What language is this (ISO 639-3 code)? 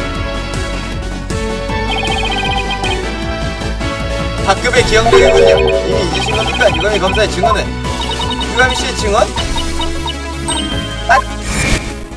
kor